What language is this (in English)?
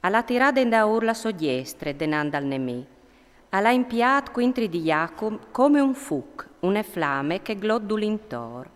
Friulian